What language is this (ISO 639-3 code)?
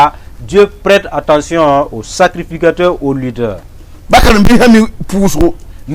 mos